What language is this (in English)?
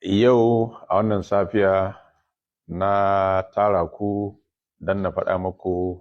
Hausa